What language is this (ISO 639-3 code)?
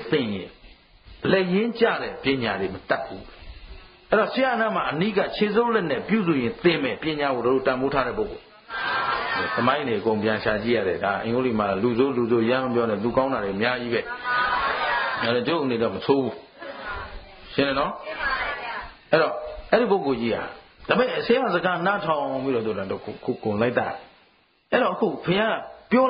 mya